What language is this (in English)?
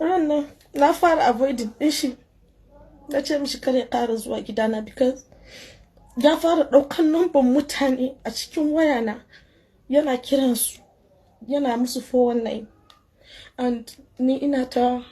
Hausa